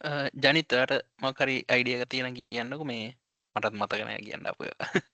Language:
Sinhala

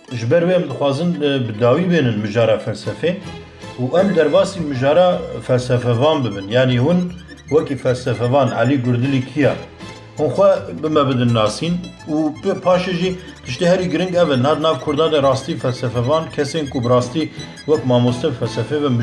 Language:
Kurdish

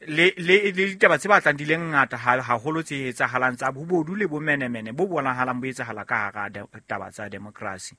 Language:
Southern Sotho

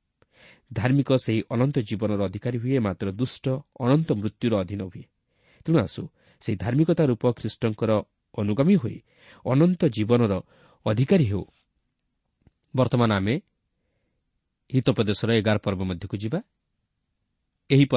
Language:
Odia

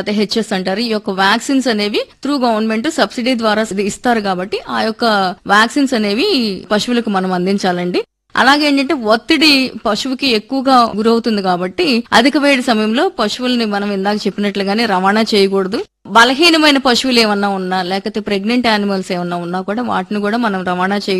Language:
Telugu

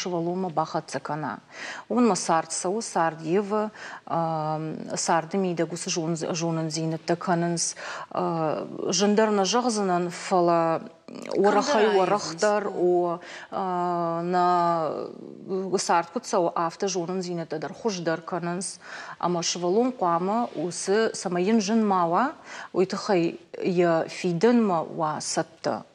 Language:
Ossetic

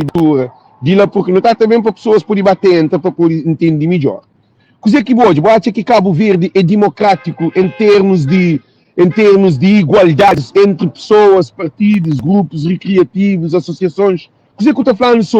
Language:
Kabuverdianu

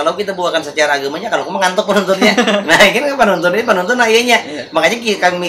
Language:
Banjar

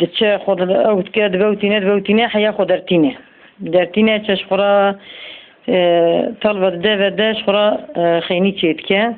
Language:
Kurdish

